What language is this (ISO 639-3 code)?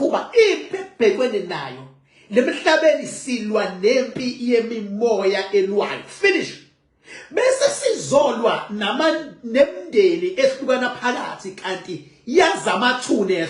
zul